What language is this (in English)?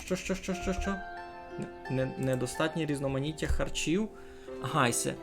Rusyn